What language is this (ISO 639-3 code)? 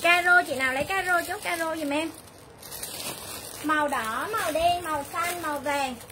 vie